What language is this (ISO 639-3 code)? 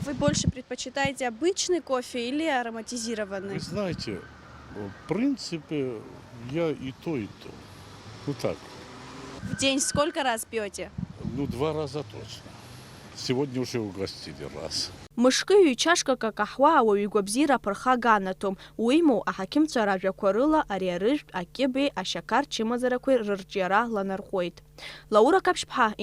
abk